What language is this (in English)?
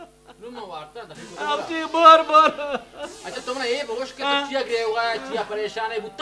Brahui